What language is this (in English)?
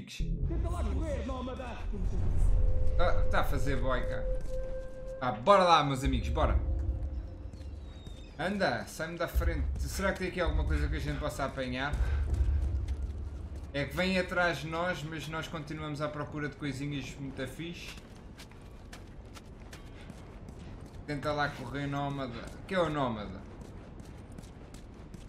Portuguese